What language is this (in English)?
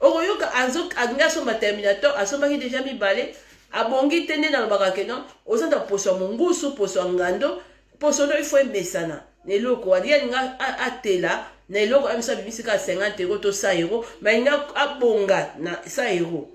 Lingala